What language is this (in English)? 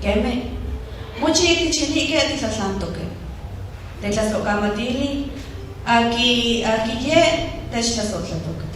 Nahuatl languages